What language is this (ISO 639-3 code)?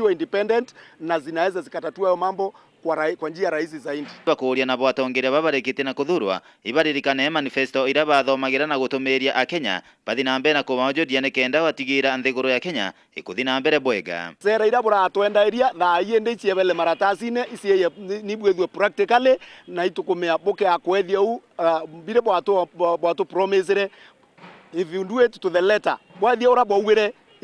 mer